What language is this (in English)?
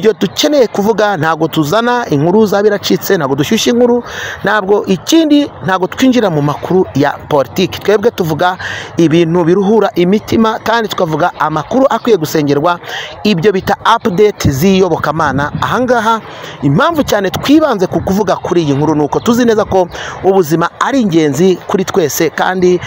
Kinyarwanda